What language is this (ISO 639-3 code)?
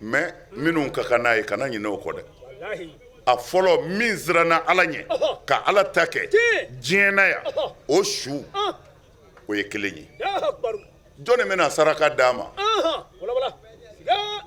bam